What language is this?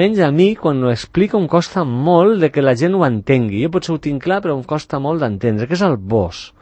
Catalan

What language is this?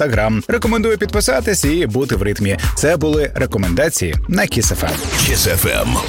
Ukrainian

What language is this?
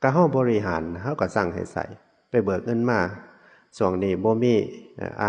Northeastern Thai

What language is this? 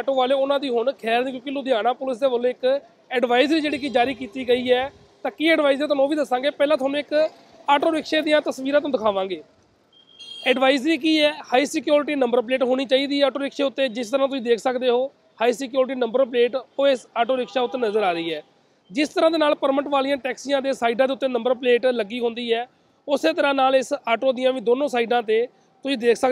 Punjabi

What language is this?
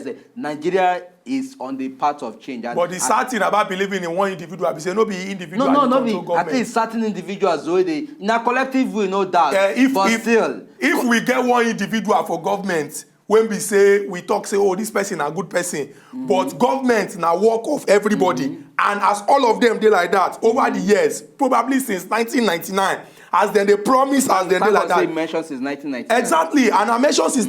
Nigerian Pidgin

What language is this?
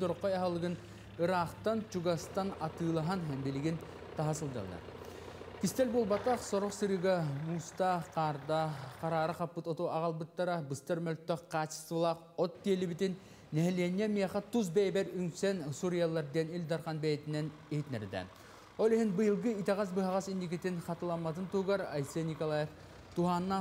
Yakut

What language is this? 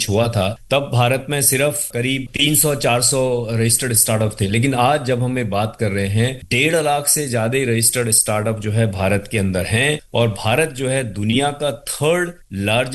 Hindi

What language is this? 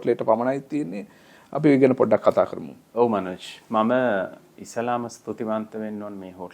Sinhala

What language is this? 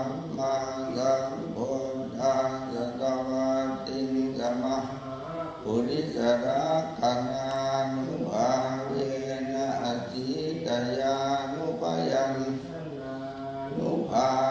Pali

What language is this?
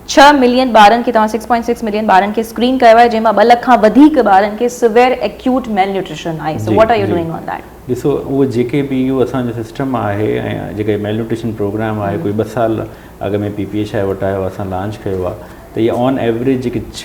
Sindhi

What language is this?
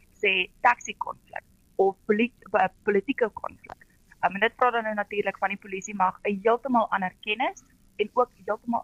Afrikaans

